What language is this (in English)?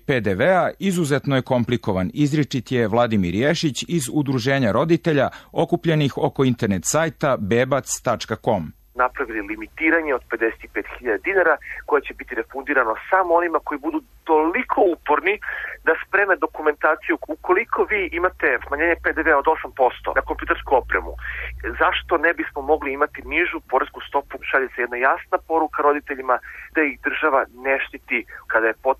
Serbian